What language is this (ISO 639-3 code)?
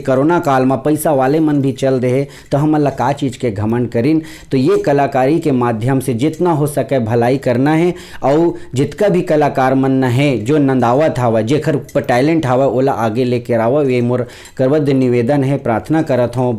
hne